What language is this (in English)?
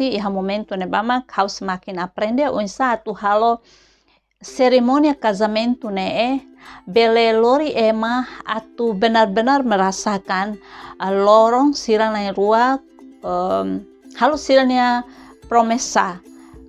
Tetum